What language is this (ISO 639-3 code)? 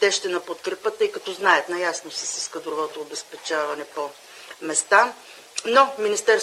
bul